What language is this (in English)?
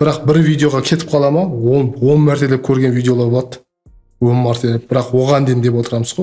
Kara-Kalpak